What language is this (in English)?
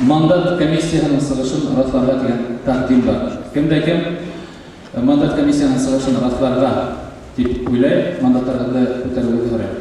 Bashkir